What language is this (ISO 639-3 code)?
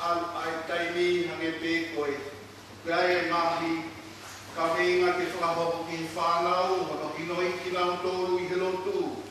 ton